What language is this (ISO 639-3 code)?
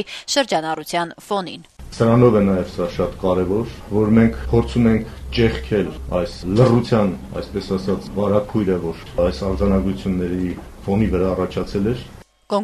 hye